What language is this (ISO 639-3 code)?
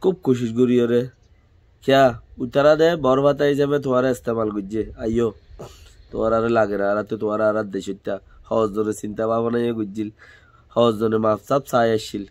rhg